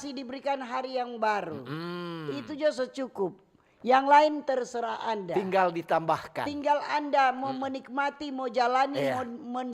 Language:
Manado Malay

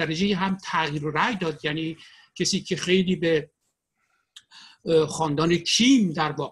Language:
Persian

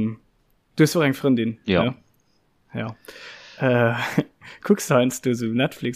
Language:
Luxembourgish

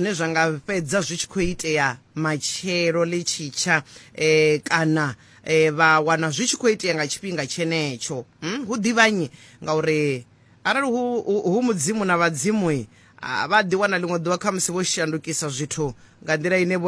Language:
Venda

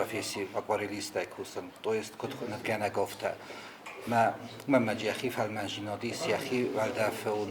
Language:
Ossetic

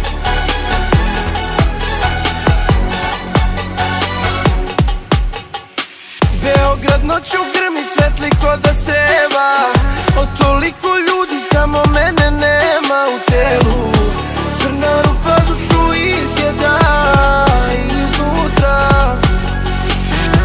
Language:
Serbian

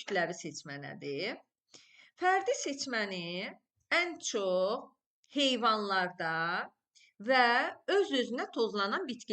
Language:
Azerbaijani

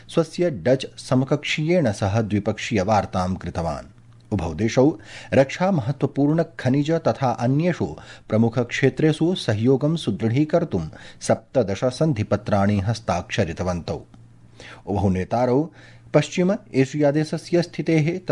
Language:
Sanskrit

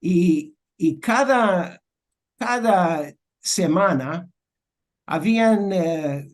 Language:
Ladino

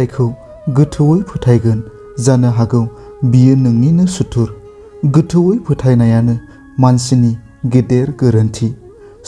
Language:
Bodo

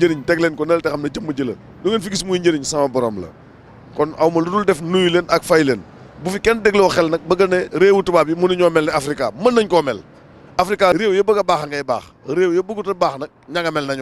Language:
Wolof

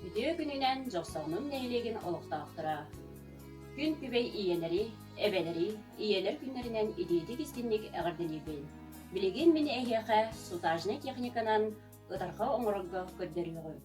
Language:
Yakut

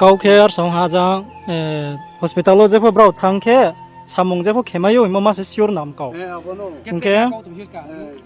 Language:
Riang (India)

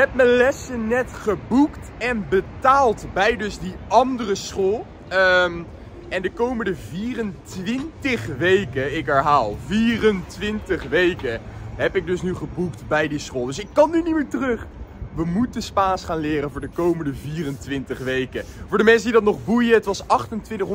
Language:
Dutch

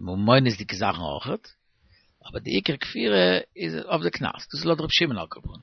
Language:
Yiddish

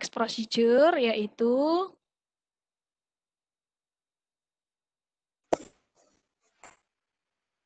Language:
Indonesian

